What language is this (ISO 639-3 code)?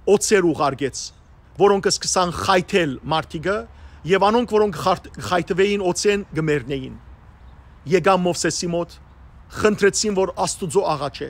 hyw